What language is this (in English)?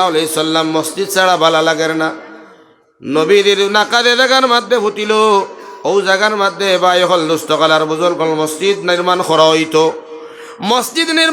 Sylheti